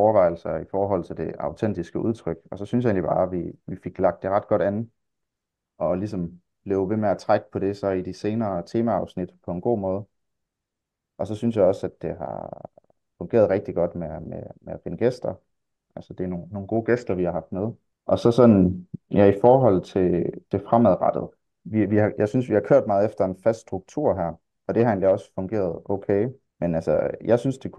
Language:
Danish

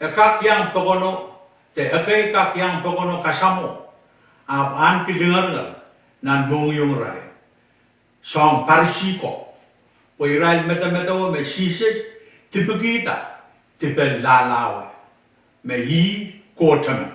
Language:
Pohnpeian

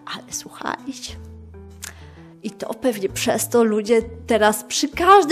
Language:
Polish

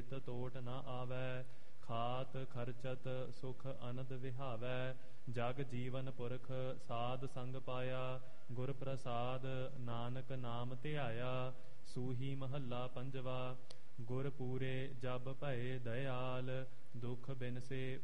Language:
Punjabi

